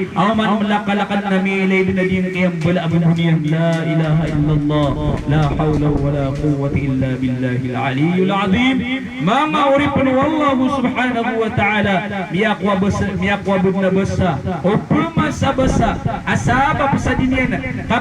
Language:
Maranao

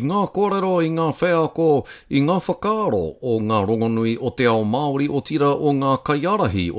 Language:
Māori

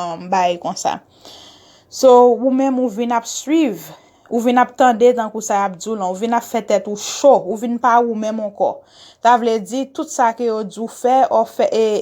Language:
Haitian Creole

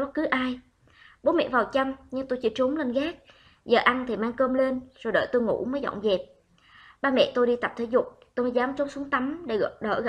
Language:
Vietnamese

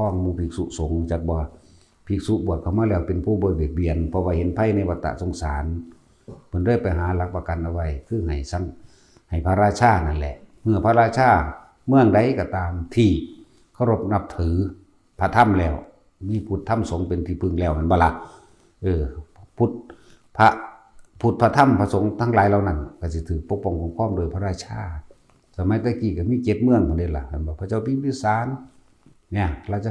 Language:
Northeastern Thai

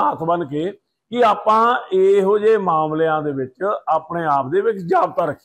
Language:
Punjabi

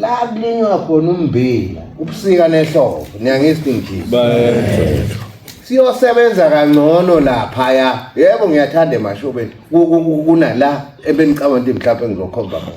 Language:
Zulu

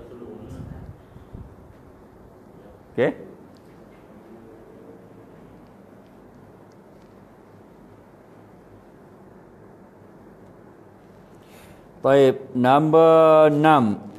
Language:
Malay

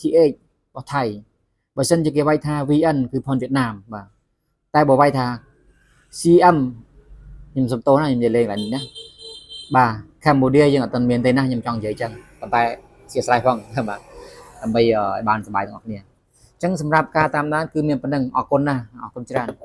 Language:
Khmer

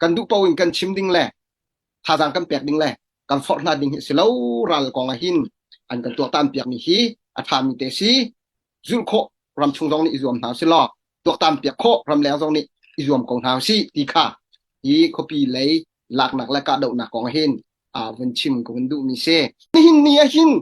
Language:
Hakha Chin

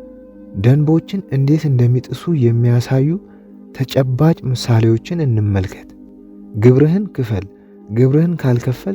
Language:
Amharic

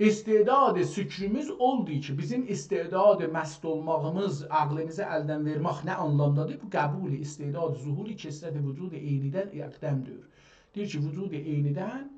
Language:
South Azerbaijani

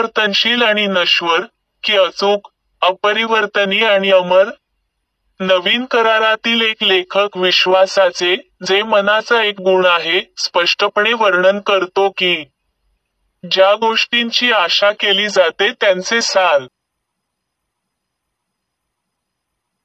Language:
Marathi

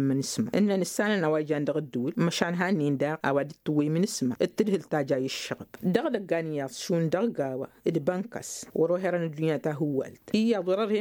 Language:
Tamasheq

